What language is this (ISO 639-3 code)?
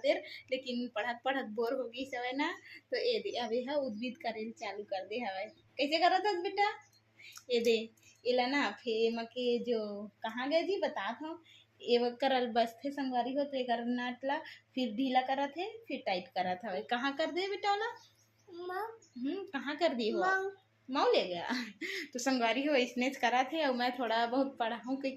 hne